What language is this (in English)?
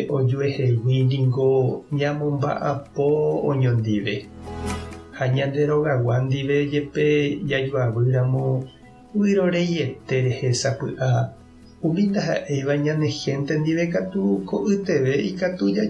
Guarani